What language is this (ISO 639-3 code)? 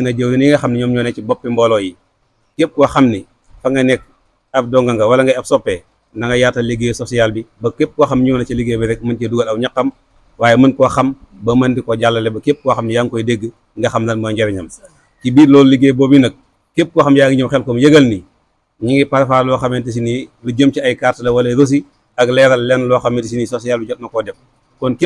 wol